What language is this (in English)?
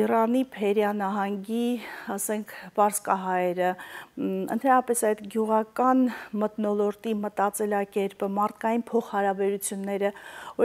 Armenian